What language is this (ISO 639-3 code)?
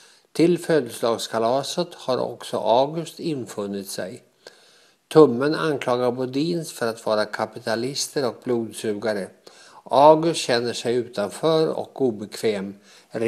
swe